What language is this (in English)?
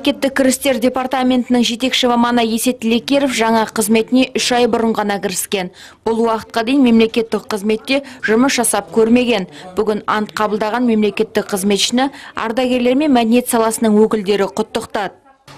Kazakh